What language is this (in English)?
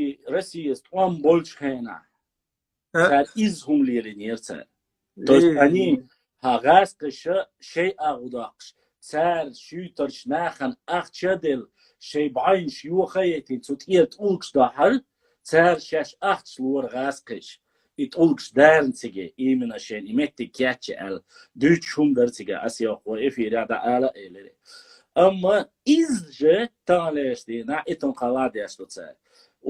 Chechen